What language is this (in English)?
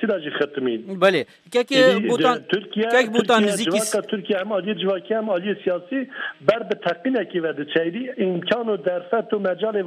Kurdish